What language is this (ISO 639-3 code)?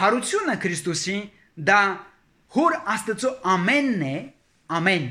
hye